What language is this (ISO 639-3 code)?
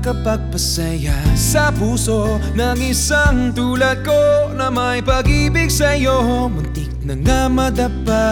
fil